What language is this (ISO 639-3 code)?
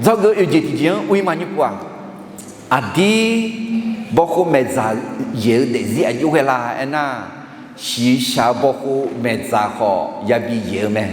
ahk